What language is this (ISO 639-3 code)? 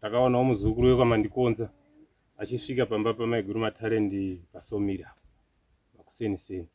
sna